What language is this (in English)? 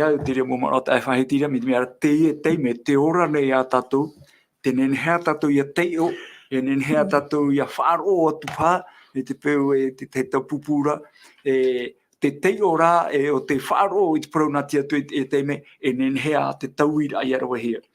Tahitian